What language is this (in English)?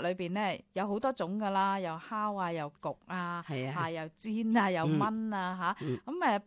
Cantonese